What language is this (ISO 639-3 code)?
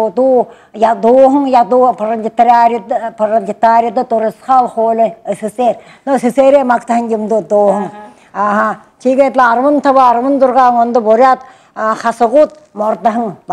bua